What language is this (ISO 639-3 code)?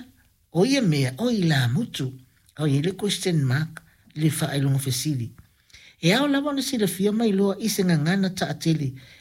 smo